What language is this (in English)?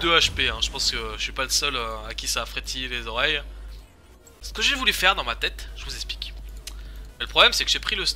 French